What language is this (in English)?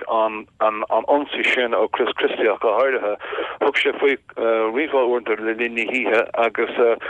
Irish